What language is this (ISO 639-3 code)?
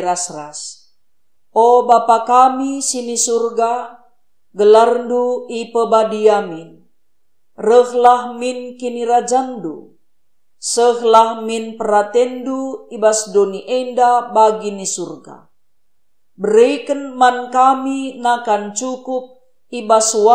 btx